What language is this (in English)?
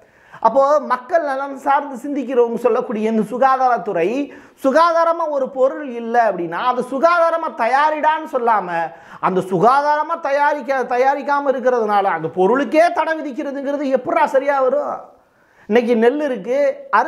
Tamil